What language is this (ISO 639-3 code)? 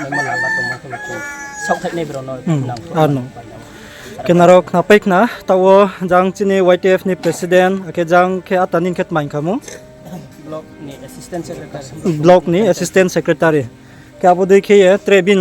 ria